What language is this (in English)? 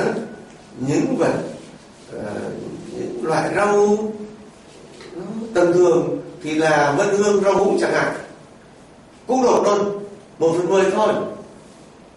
Vietnamese